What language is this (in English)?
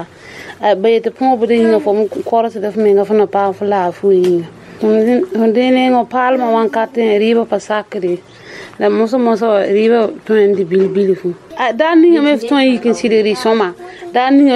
Mossi